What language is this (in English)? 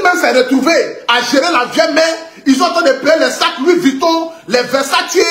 French